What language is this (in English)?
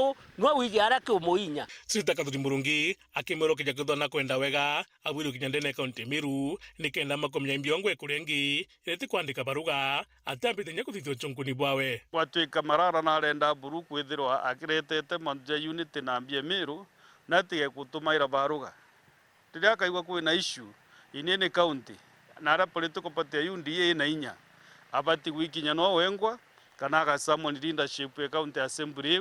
Meru